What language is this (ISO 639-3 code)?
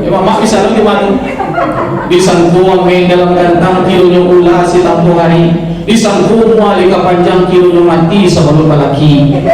min